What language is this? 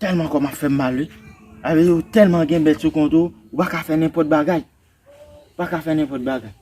Haitian Creole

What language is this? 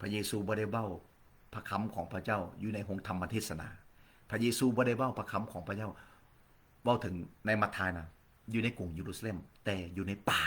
Lao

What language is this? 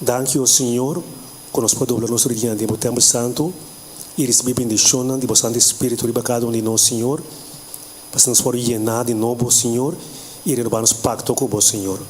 Papiamento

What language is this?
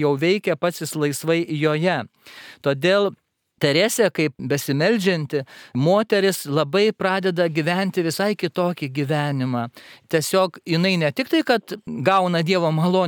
Lithuanian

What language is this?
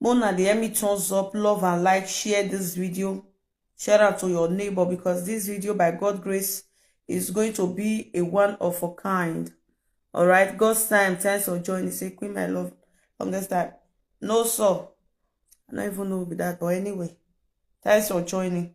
Nigerian Pidgin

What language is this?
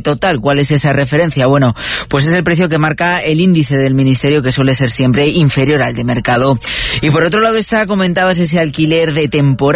Spanish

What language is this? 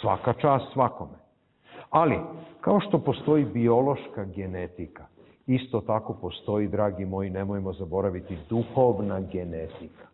Serbian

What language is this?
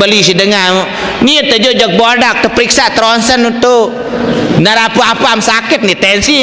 Sasak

